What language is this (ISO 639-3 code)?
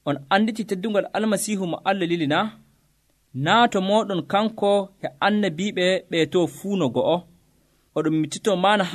fuv